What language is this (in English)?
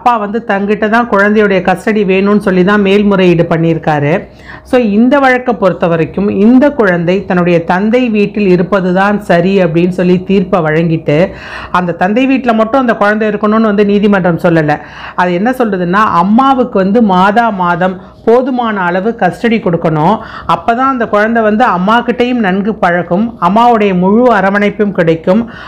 Tamil